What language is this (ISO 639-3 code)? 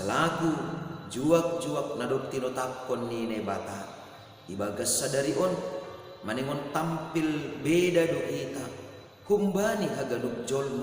bts